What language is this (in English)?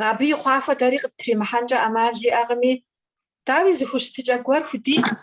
Kabardian